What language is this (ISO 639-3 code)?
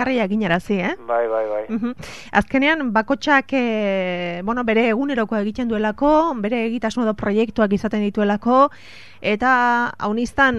eus